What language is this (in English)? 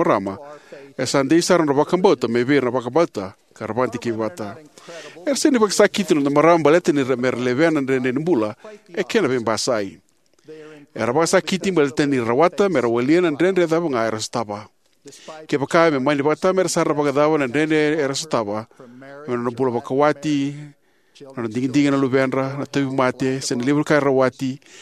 Fijian